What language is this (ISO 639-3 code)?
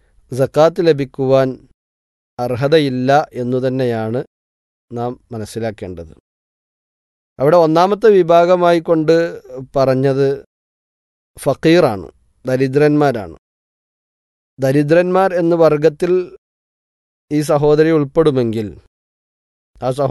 mal